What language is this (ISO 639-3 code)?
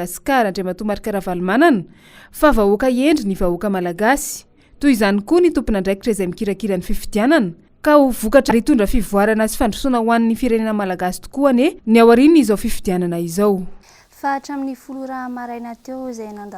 mlg